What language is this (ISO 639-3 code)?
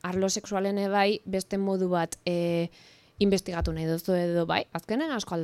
eus